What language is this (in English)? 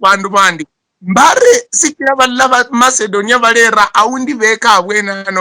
Luyia